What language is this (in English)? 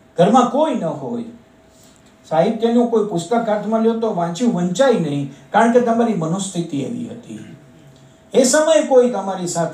Gujarati